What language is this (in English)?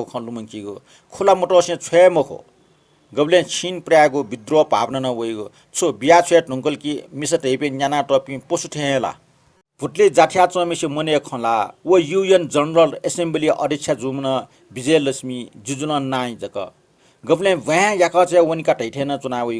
Newari